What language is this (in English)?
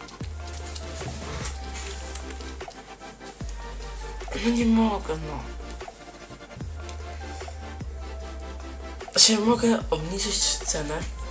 Polish